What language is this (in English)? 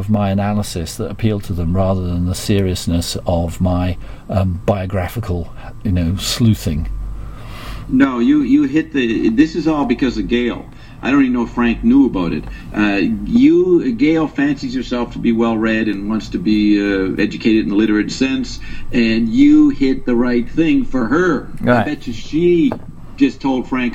English